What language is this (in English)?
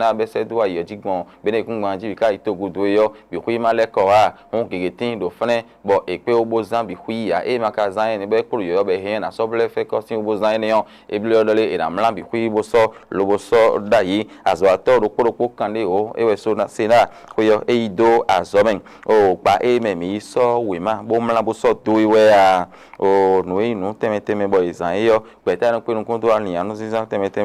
Fon